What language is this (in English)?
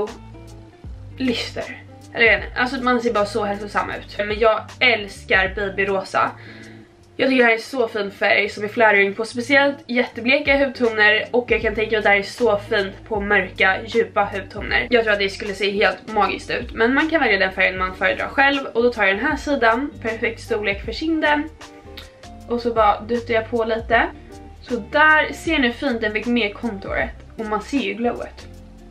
Swedish